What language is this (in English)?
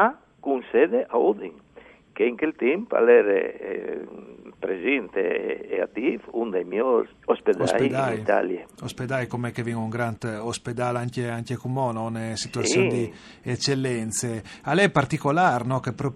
Friulian